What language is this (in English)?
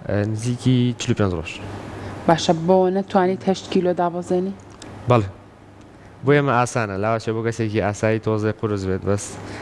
Central Kurdish